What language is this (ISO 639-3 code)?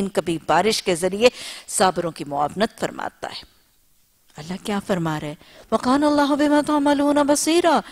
urd